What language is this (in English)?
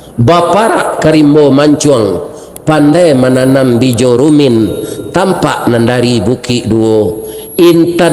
Minangkabau